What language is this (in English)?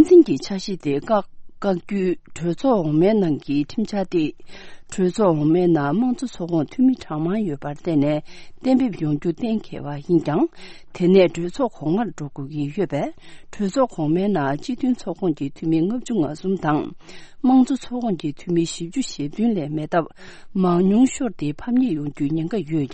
Tibetan